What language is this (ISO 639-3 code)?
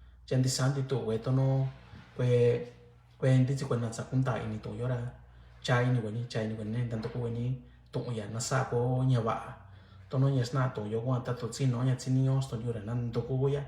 mix